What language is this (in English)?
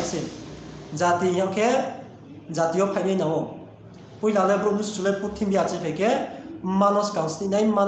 Riang (India)